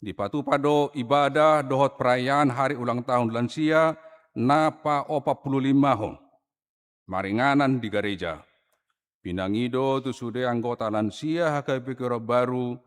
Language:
Batak Toba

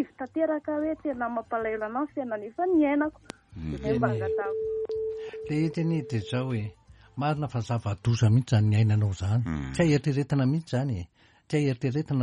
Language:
Malagasy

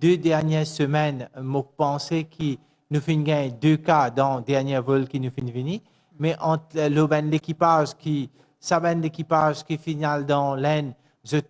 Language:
Morisyen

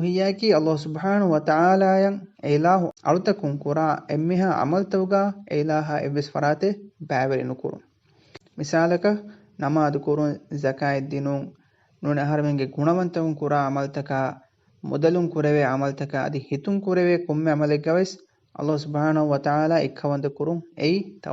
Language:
Divehi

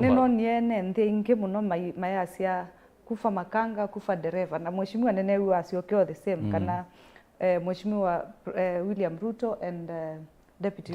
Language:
Kamba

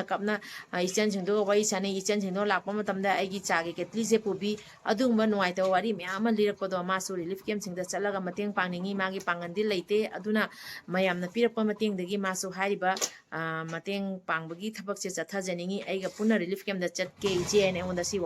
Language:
Manipuri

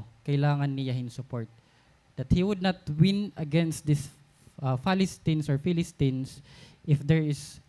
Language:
Waray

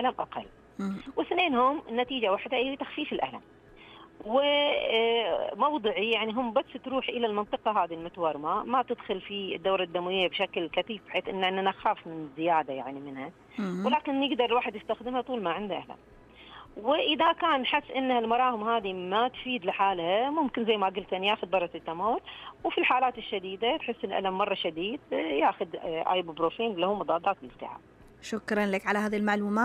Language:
Najdi Arabic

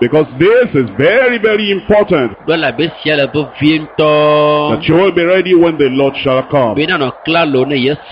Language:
Ewe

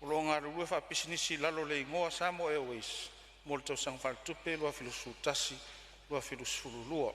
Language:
Samoan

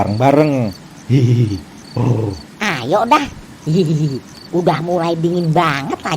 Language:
Betawi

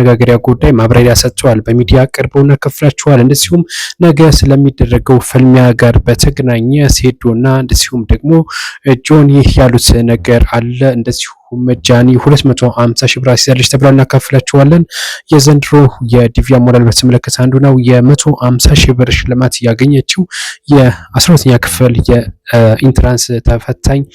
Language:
Amharic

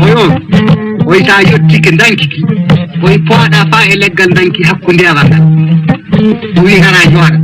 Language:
Fula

